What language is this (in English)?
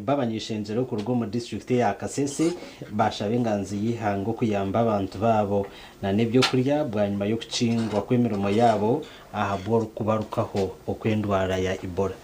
Nyankole